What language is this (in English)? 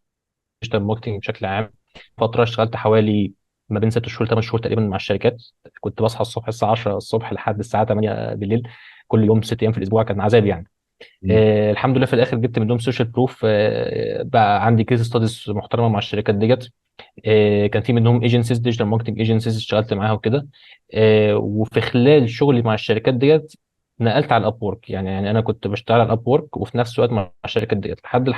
Egyptian Arabic